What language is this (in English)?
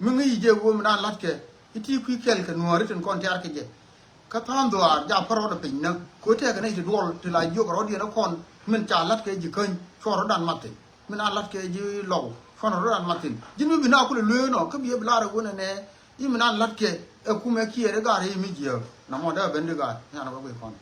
Nuer